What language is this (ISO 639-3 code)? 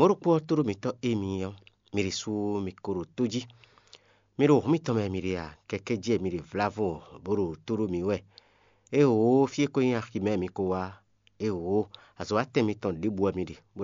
fon